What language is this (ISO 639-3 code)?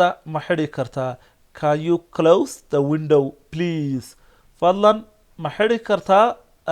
som